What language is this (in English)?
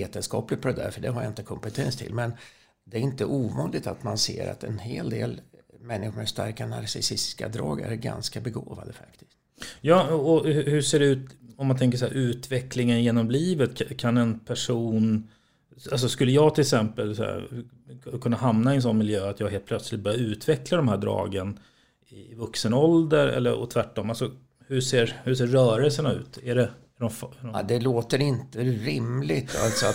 Swedish